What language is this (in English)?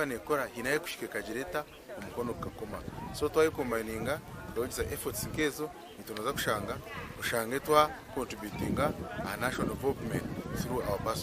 Nyankole